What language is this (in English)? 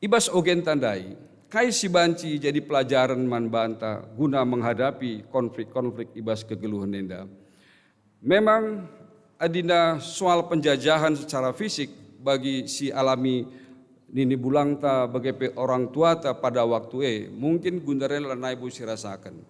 Batak Karo